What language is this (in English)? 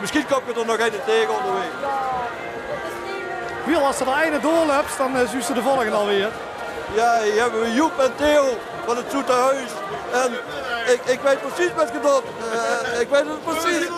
Limburgish